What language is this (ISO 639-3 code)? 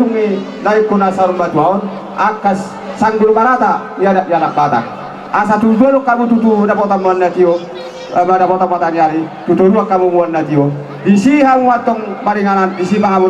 bbc